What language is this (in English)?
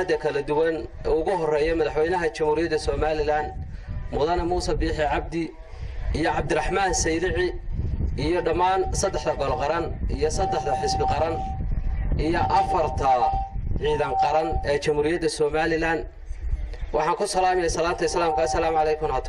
Somali